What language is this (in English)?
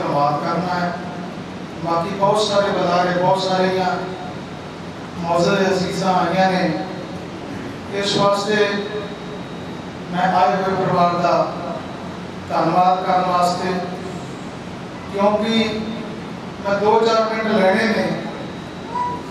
Punjabi